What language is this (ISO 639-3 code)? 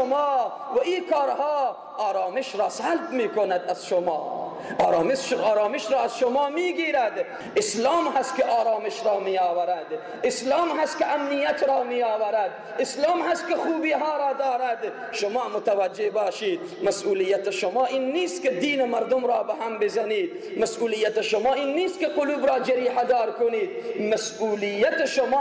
tgk